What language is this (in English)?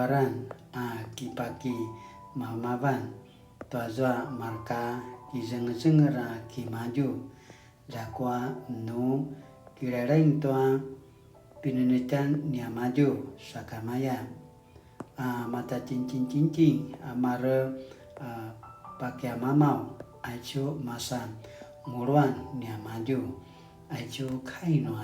Paiwan